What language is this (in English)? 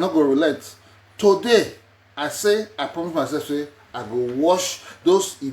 Nigerian Pidgin